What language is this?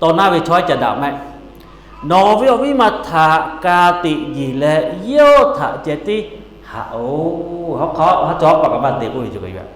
Lahu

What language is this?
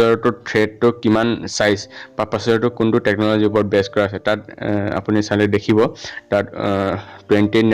Assamese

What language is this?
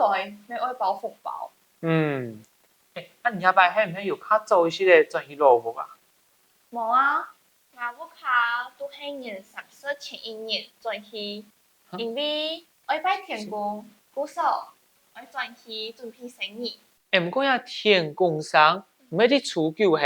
Hakka Chinese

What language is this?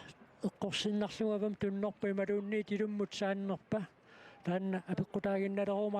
Kalaallisut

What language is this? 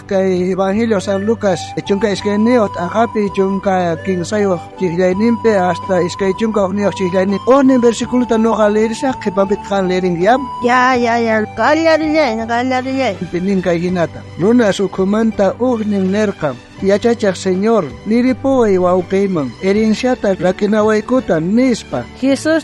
South Bolivian Quechua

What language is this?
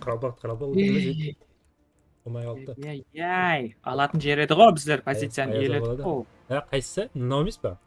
Kara-Kalpak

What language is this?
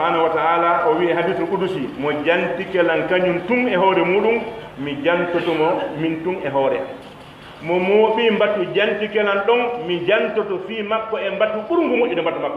Pular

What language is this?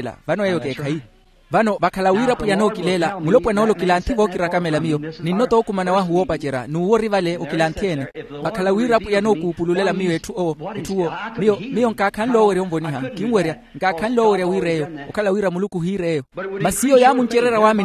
Makhuwa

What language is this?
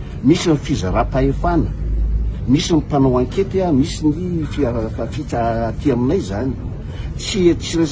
Malagasy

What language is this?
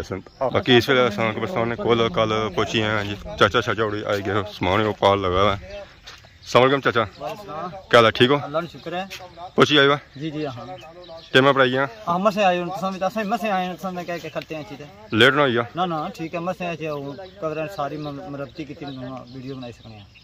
Pahari-Potwari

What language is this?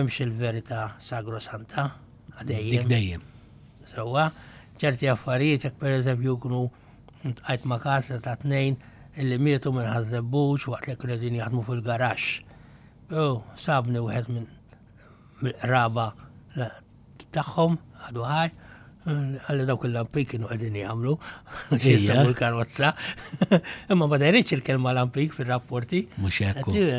Maltese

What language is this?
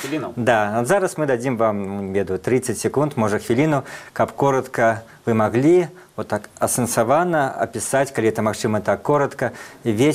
Belarusian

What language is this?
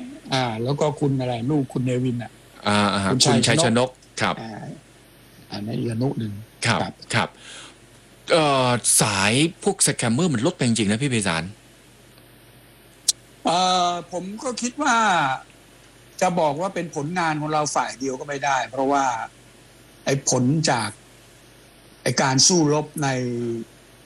Thai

